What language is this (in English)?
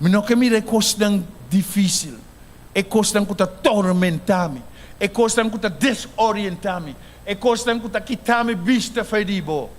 Papiamento